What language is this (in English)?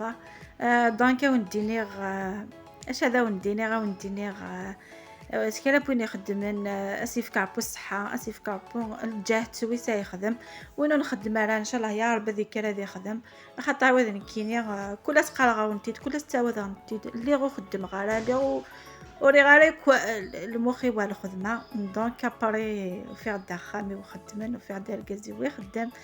Kabyle